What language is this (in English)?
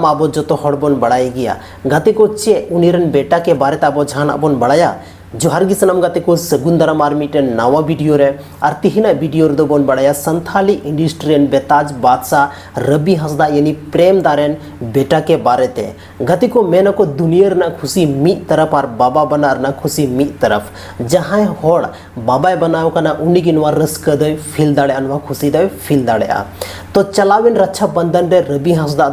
Santali